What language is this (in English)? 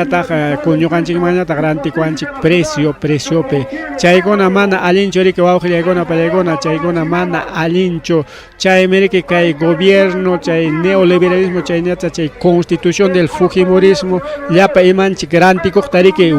Ayacucho Quechua